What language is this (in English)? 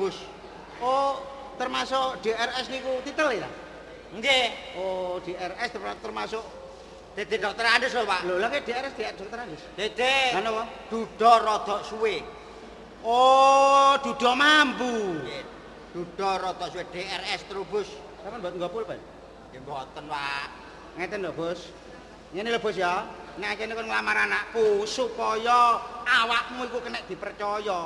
Javanese